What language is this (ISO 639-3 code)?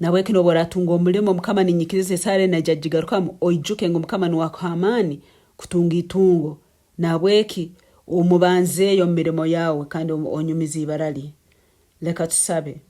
nyn